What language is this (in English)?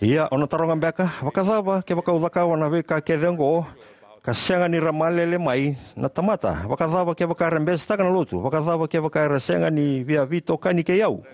Fijian